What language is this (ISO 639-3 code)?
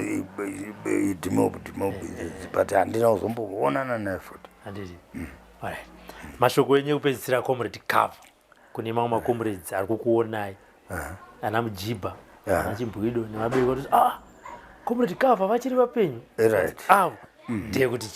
sna